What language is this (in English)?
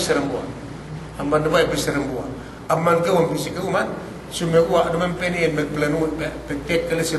Yakan